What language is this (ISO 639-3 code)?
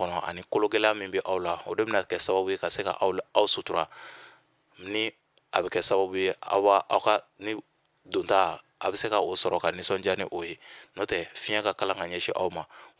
bam